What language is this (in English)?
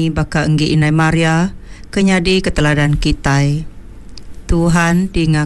Iban